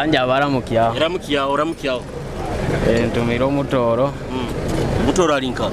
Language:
Nyoro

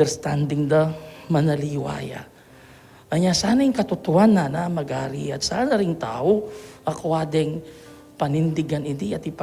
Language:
Pampanga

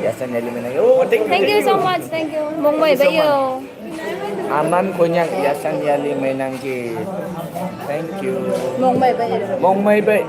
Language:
Naga Pidgin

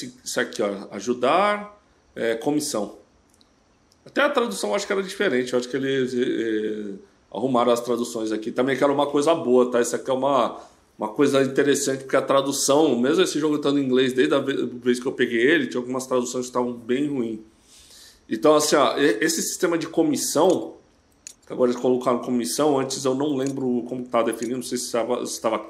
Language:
Portuguese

